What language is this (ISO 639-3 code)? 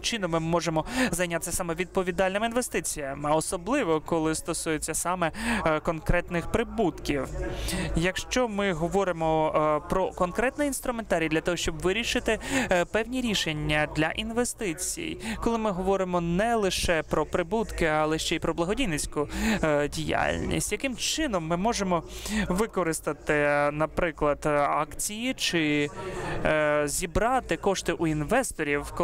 ukr